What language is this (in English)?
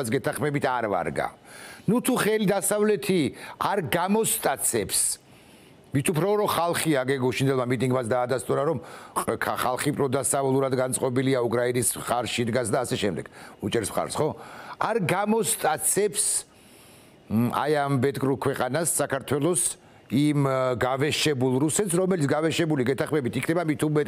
Georgian